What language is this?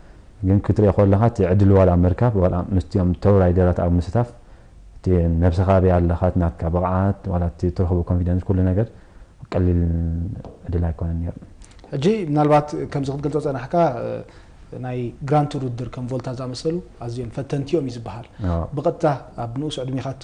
Tigrinya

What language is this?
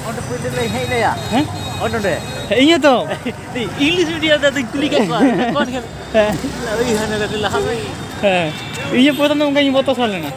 Santali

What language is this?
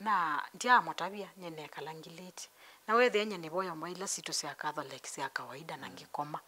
Kamba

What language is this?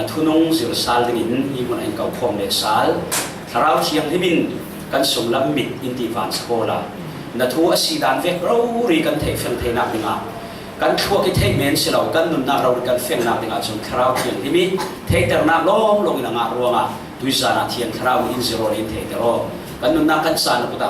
Falam Chin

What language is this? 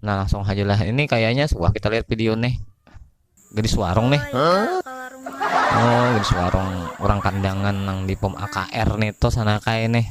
Banjar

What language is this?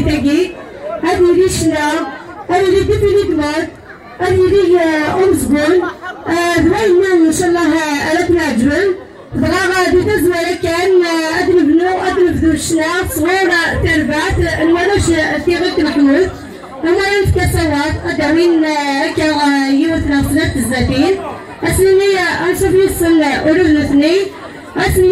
Kabyle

